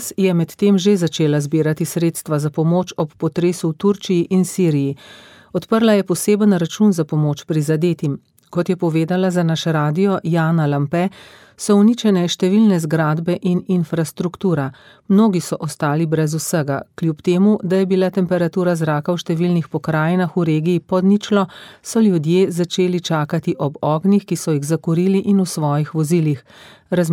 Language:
Slovenian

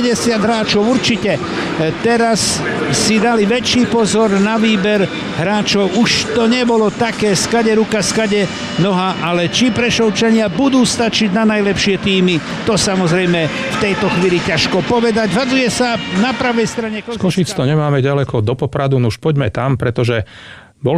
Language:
Slovak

